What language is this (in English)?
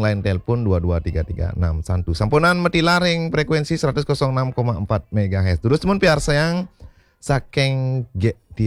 Balinese